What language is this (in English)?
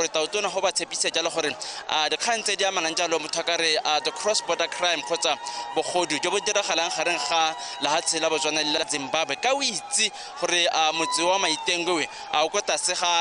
Tswana